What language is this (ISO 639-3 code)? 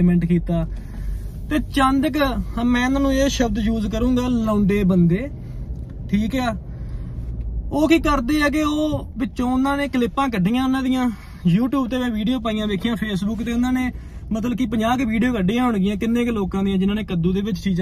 pan